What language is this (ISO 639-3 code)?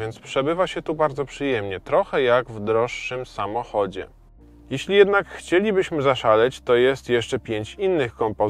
pol